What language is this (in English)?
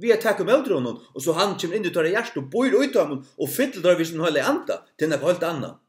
Faroese